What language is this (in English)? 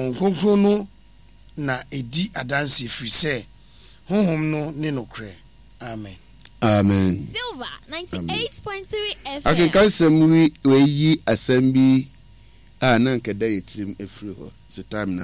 Akan